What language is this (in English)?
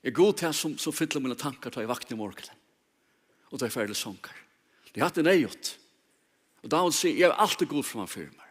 Faroese